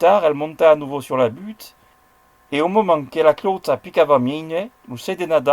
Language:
Occitan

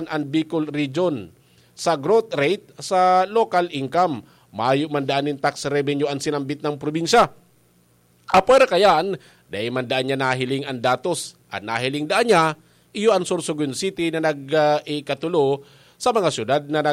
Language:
Bikol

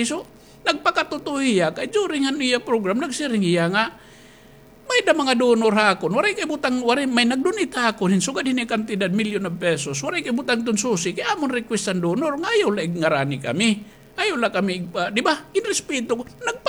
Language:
Waray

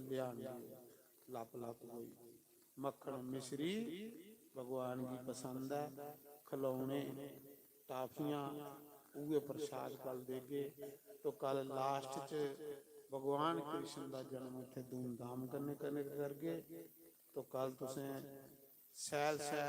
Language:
Dogri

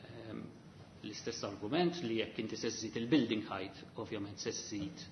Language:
Maltese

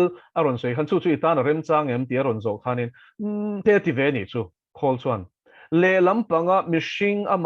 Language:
Mizo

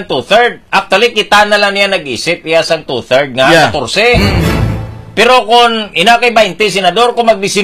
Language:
Hiligaynon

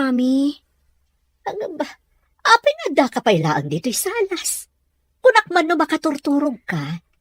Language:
Iloko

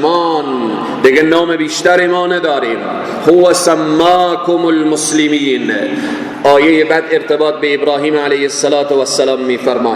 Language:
Persian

